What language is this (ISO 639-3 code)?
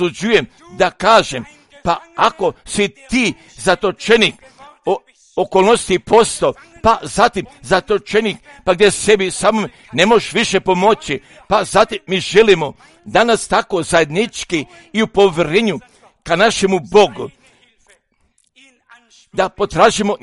hrv